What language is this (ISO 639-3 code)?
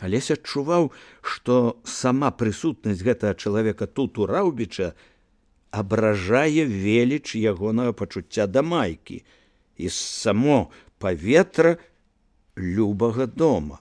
bel